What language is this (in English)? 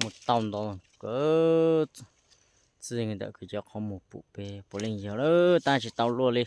Hmong